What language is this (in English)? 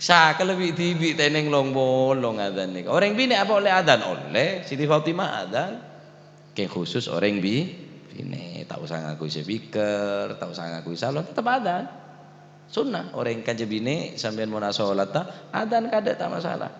Madurese